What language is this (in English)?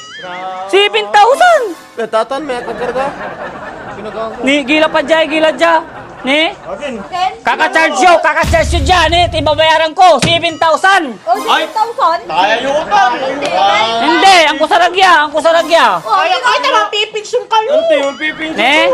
Pangasinan